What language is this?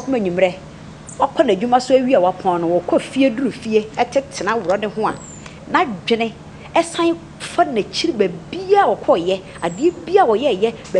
Akan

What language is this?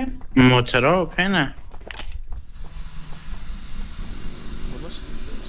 Persian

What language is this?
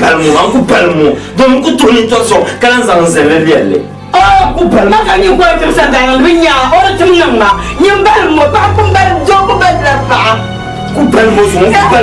Dagbani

